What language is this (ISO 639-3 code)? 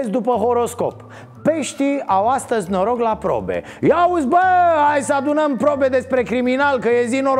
ron